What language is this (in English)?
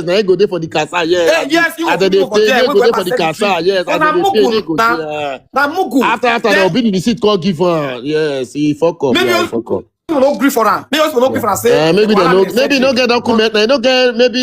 Nigerian Pidgin